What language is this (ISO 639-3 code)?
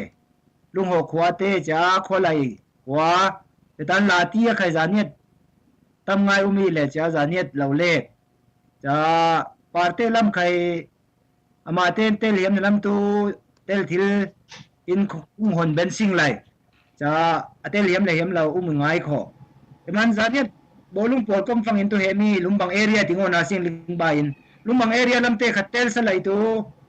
cfm